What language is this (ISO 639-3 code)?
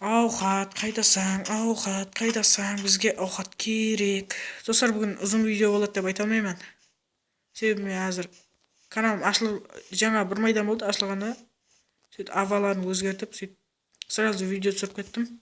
kaa